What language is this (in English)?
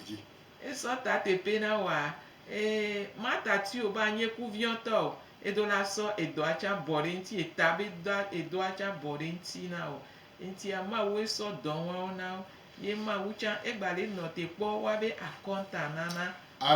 Gen